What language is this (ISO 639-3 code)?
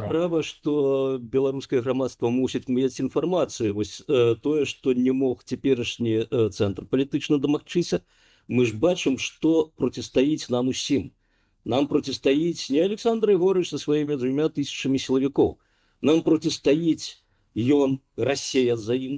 bel